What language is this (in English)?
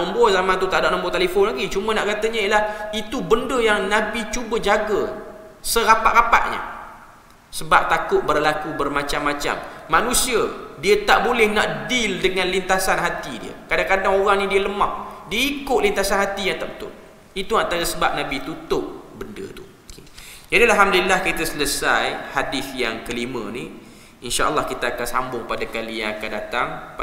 Malay